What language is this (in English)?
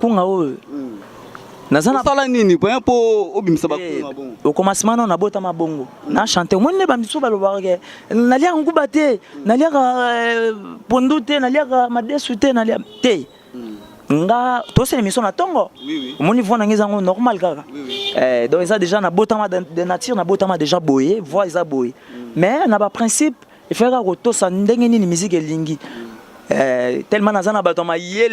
Lingala